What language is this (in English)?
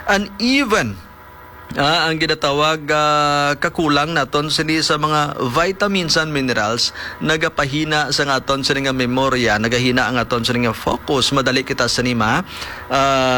Hiligaynon